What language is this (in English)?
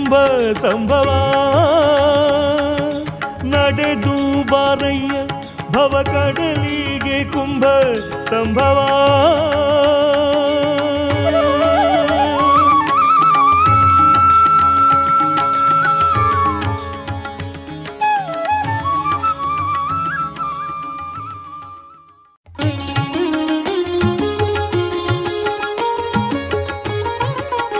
Kannada